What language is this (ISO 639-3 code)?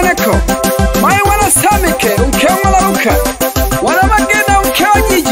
swa